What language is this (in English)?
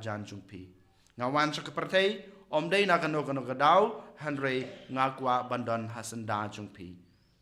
Khasi